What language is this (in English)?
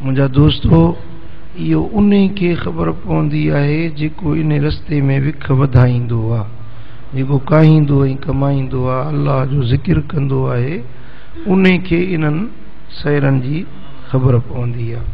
Sindhi